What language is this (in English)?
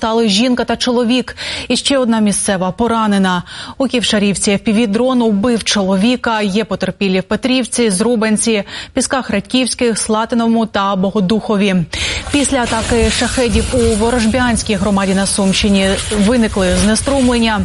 Ukrainian